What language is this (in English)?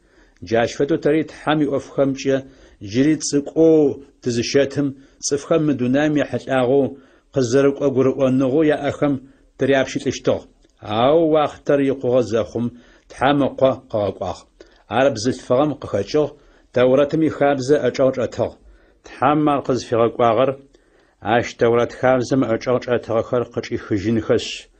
Adyghe